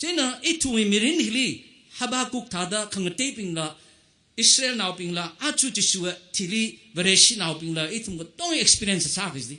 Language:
Tangkhul Naga (India)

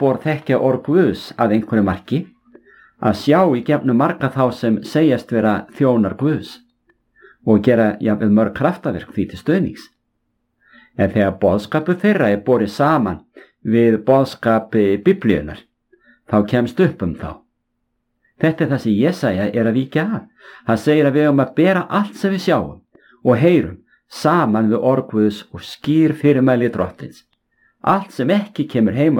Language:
Icelandic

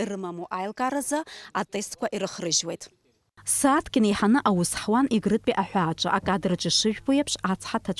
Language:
Abkhazian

